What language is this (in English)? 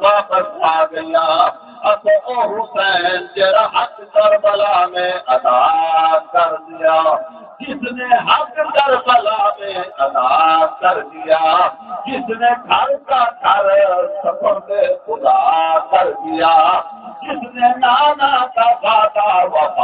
Saraiki